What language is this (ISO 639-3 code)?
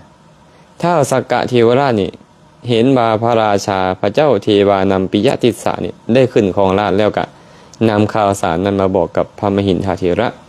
lao